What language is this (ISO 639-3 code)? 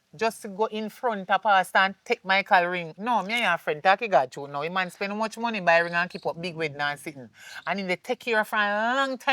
jam